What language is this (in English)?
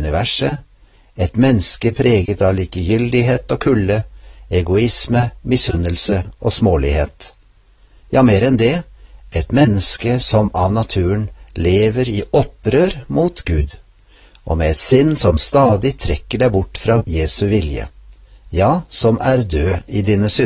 Norwegian